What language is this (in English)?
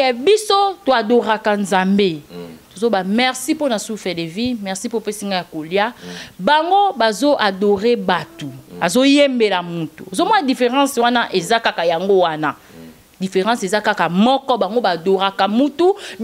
Lingala